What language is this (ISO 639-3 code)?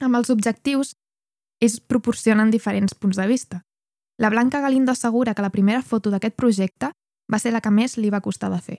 cat